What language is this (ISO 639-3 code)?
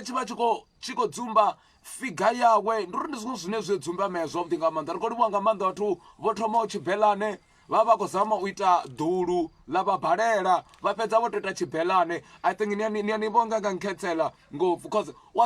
ven